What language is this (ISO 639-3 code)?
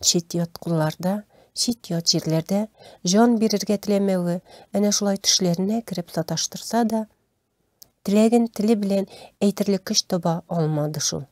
tat